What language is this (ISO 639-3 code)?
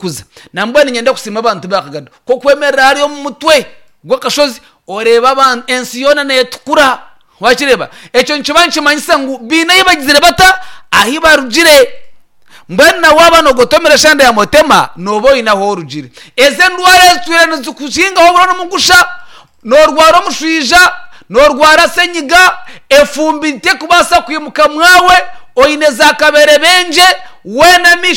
nyn